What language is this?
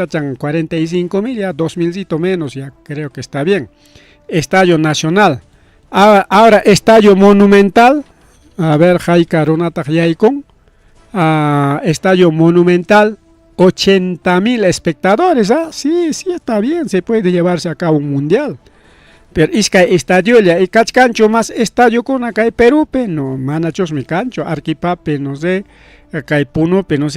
Ayacucho Quechua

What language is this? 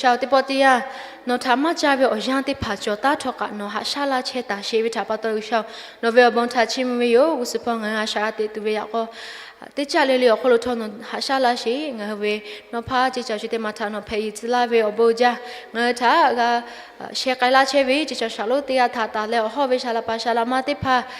Lahu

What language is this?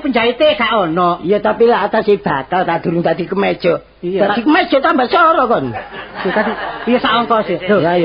Javanese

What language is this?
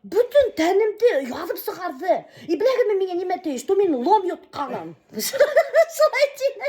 Bashkir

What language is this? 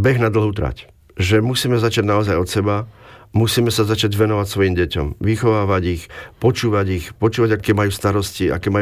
Slovak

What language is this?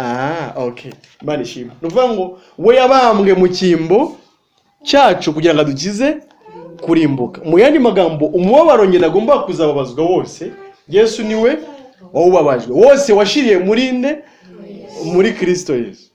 Kinyarwanda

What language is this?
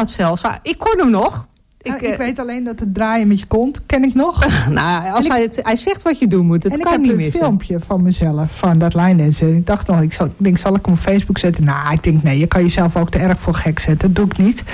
Dutch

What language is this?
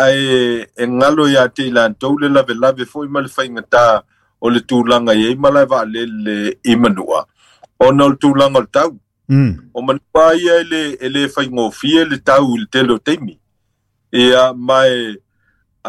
Samoan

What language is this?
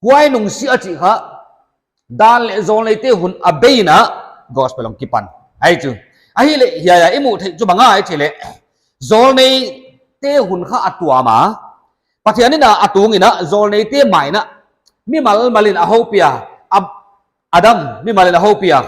Paite Chin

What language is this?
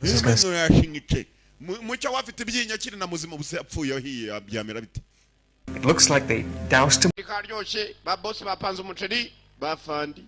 Kinyarwanda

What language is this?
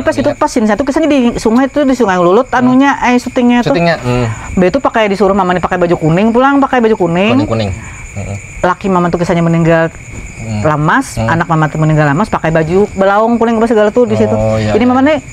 Banjar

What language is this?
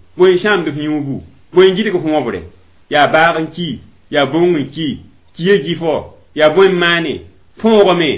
Mossi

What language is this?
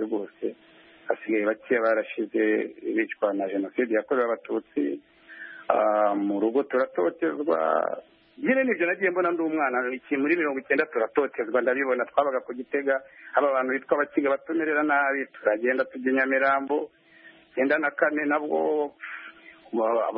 Kinyarwanda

